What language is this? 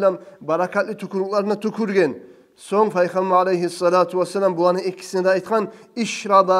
Kumyk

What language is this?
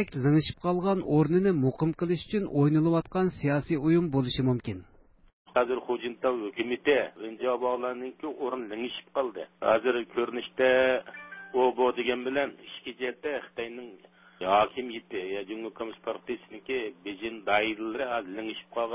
Uyghur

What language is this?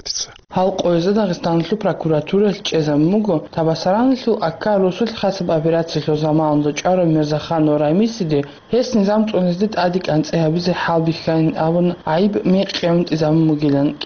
Avaric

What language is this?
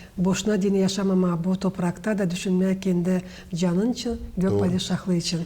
Gagauz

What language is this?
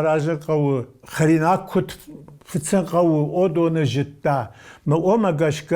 Ossetic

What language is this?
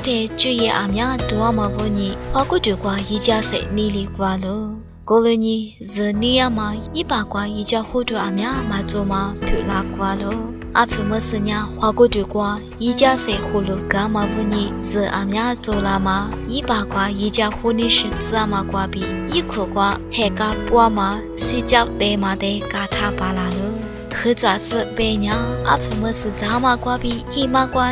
Lisu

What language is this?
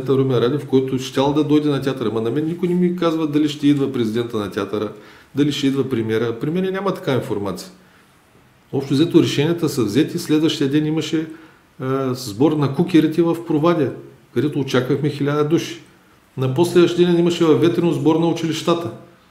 Bulgarian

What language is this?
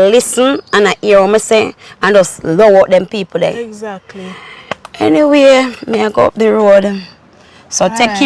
Jamaican Creole English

